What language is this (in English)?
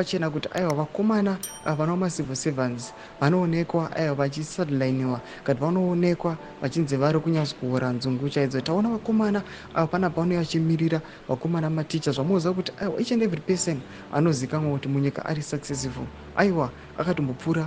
Shona